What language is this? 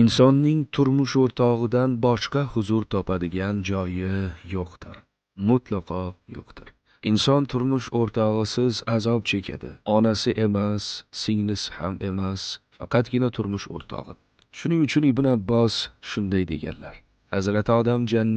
Uzbek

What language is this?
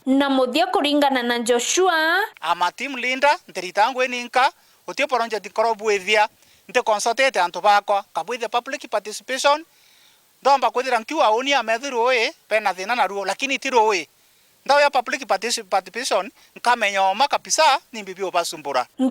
Meru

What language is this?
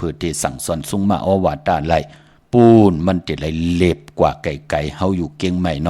Shan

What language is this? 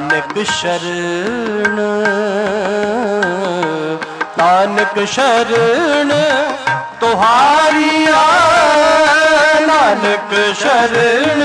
Punjabi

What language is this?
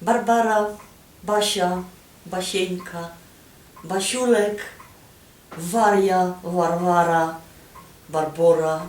Silesian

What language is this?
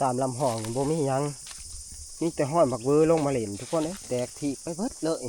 Northeastern Thai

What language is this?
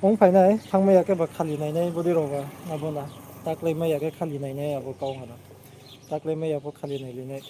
Riang (India)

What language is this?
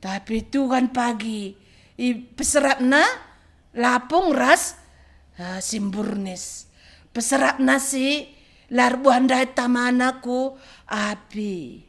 Batak Karo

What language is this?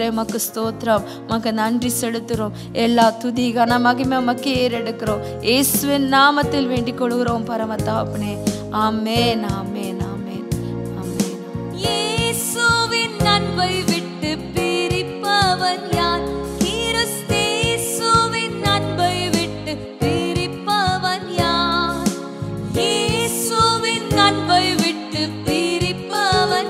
Tamil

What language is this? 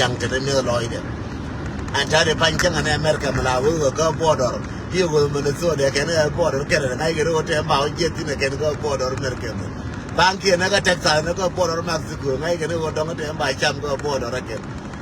Nuer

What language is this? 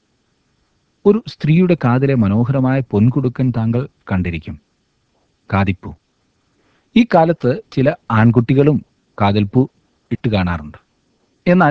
Malayalam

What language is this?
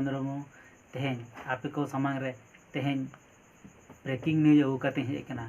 Santali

